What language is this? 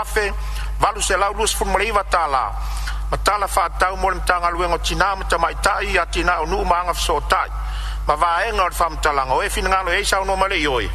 Samoan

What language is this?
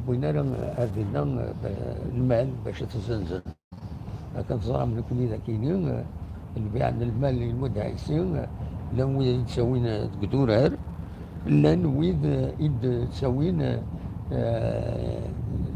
Kabyle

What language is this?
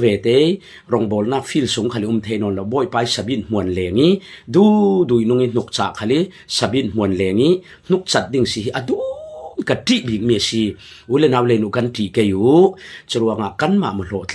Falam Chin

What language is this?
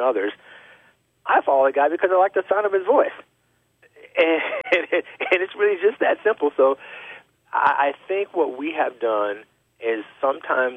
English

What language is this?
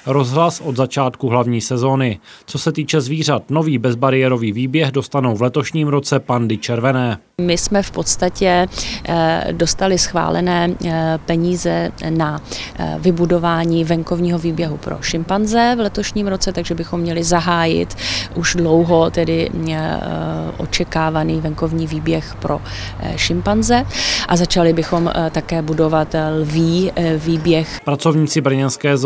Czech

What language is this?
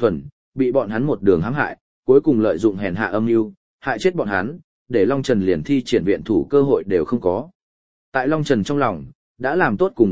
Vietnamese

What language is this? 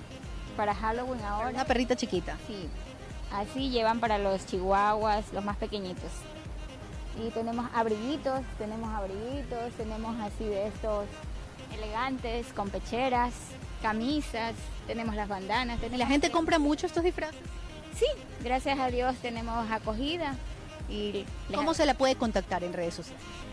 Spanish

